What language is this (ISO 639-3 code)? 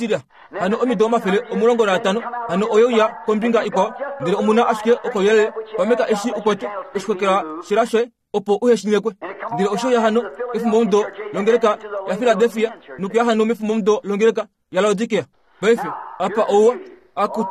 kua